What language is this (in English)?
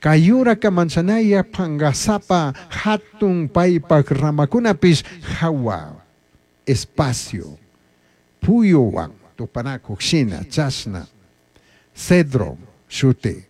Chimborazo Highland Quichua